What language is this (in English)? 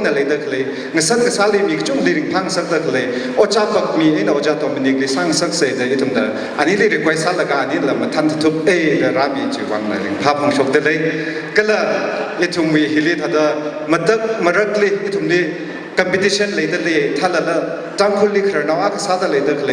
Tangkhul Naga (India)